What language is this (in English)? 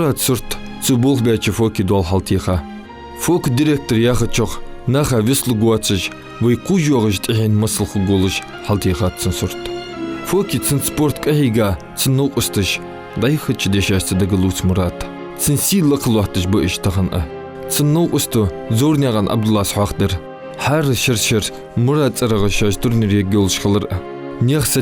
Ingush